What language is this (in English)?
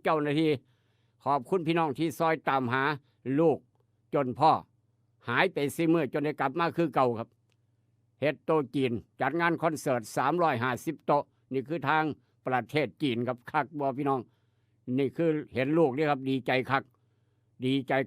Northeastern Thai